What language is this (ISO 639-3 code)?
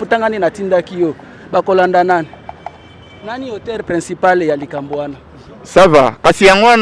lin